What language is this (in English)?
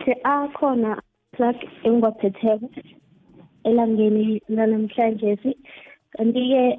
South Ndebele